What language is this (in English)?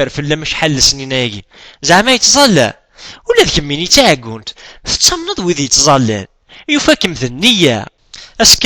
Kabyle